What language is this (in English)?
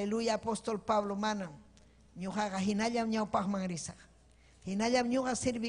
Ayacucho Quechua